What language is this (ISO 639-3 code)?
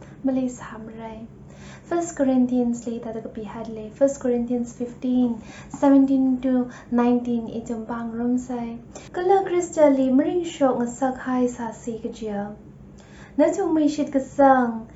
nmf